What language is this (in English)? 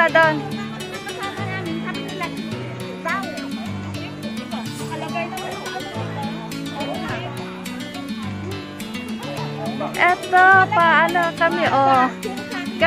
Filipino